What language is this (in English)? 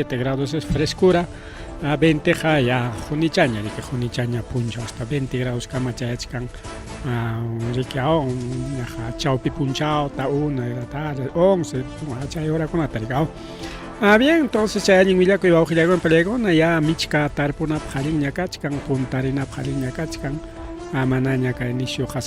Ayacucho Quechua